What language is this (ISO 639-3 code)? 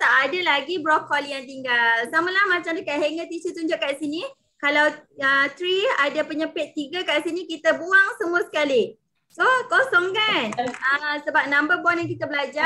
msa